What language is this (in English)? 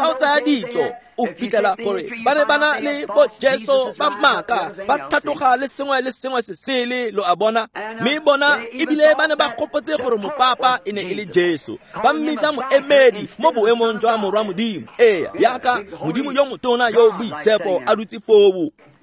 Tswana